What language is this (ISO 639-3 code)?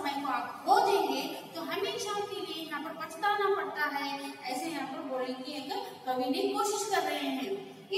kan